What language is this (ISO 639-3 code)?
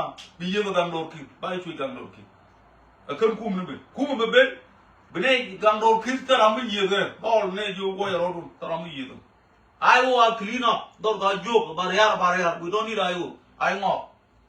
nus